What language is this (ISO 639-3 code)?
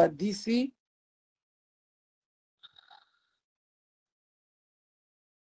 swa